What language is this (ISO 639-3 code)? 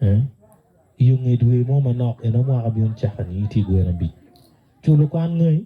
ach